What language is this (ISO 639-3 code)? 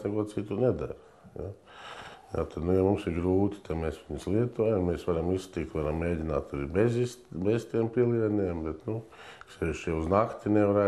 lav